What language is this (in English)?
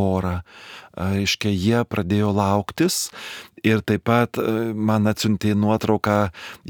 Lithuanian